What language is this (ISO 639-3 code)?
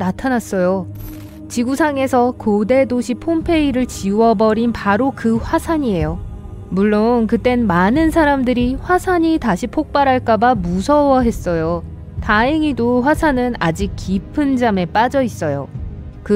kor